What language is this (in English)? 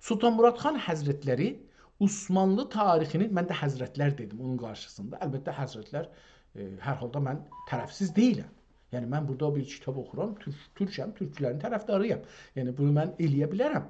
South Azerbaijani